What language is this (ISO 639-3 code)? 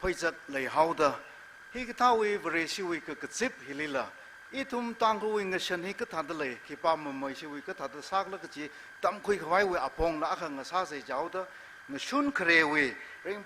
nmf